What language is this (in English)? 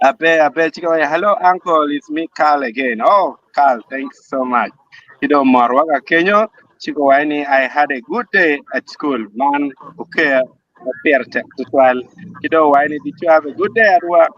Acoli